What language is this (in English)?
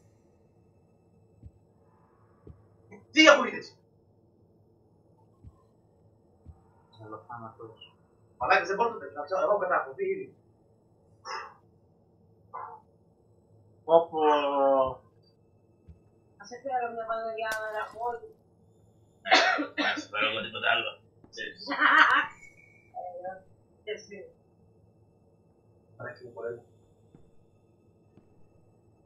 Greek